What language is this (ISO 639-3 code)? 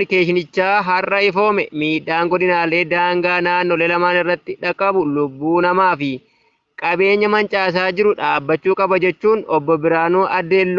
orm